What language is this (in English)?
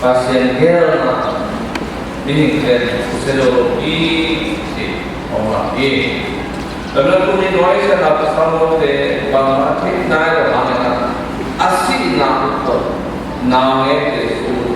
Tedim Chin